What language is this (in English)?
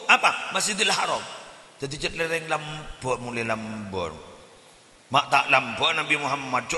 Madurese